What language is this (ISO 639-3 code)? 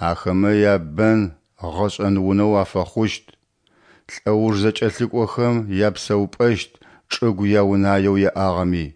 ady